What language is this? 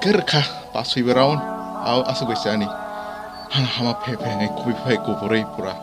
Kok Borok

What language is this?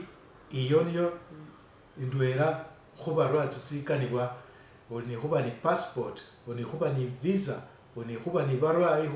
Masaaba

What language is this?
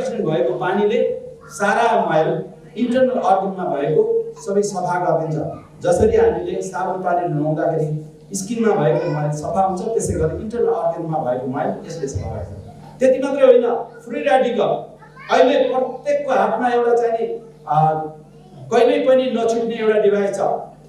Nepali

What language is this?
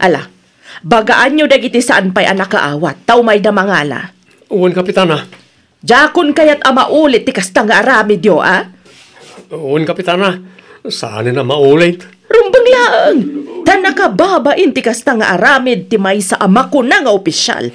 Iloko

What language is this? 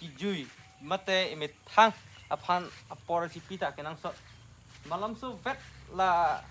Karbi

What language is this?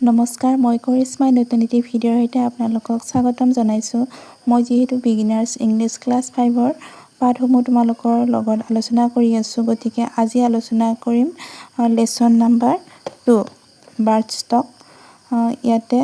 Assamese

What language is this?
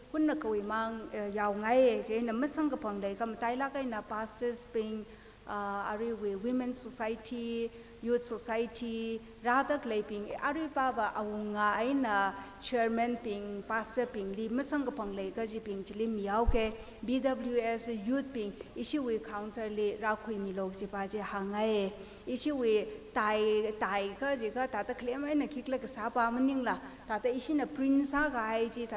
Tangkhul Naga (India)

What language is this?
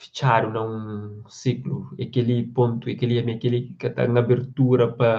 Kabuverdianu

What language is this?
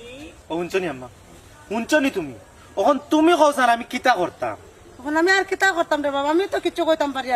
Sylheti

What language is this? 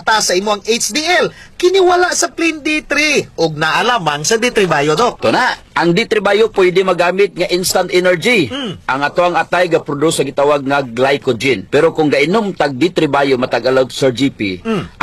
Cebuano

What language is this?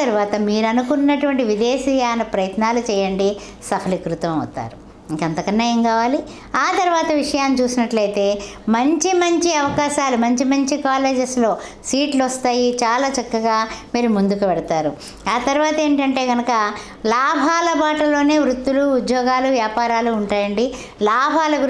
Telugu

